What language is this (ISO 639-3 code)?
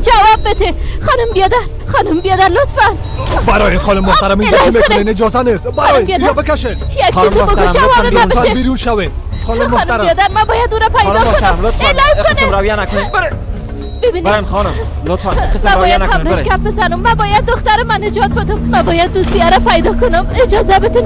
fas